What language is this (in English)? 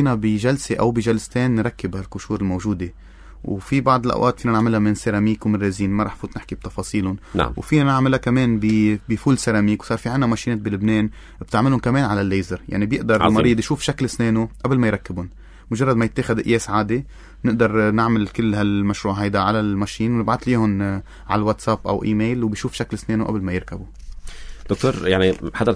North Levantine Arabic